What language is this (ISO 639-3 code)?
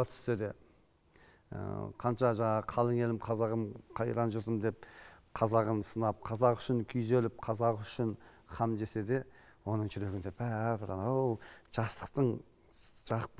kaz